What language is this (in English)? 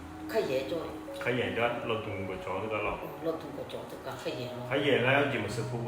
Akha